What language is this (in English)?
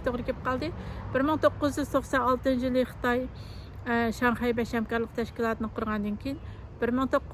Uyghur